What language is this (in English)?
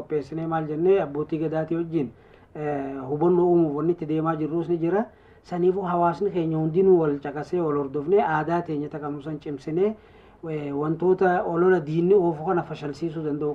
Oromo